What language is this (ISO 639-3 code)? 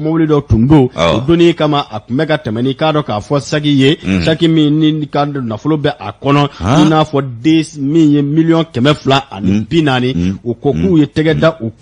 bam